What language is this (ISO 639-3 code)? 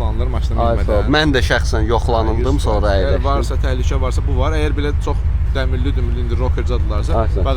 aze